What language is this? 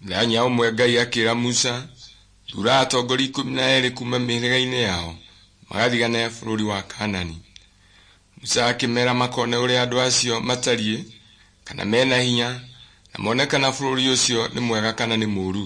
Kikuyu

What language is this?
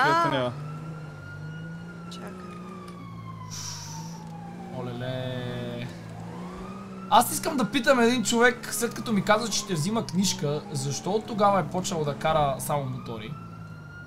Bulgarian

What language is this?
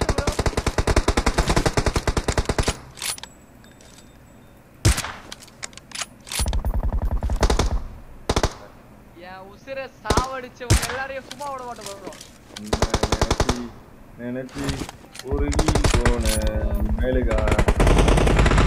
Tamil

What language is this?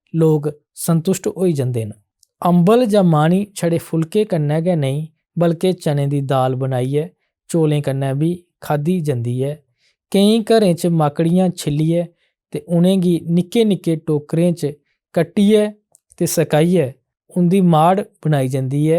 Dogri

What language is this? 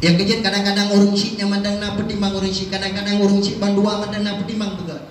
Achinese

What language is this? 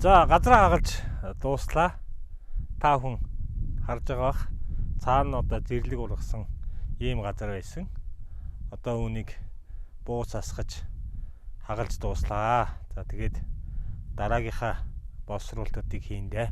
Mongolian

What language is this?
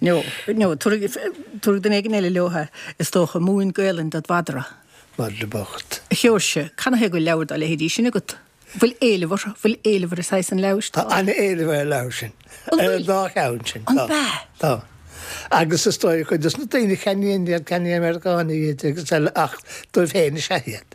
Irish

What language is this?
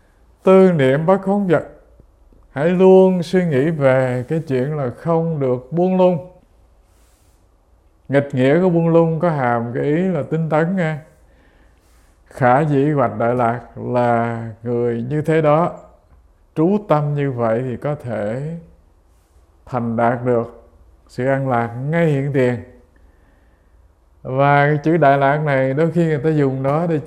Vietnamese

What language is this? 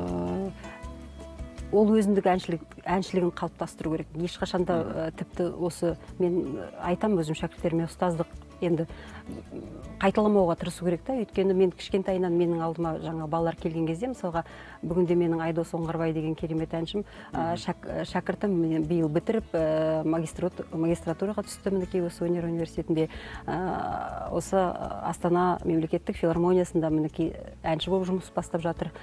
Kazakh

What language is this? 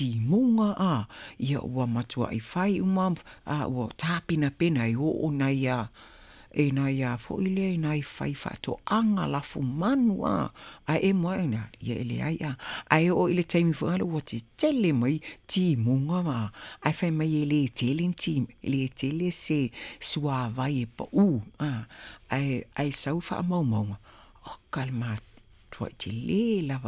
Samoan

